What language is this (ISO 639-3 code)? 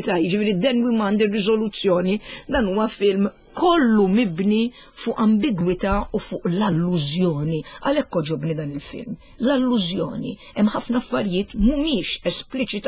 mlt